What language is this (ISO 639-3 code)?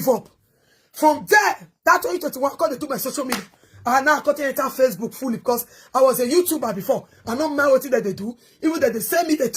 pcm